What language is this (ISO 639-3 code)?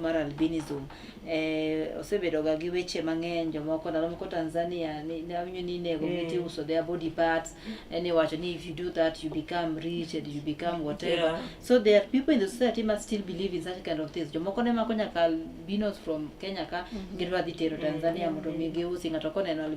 luo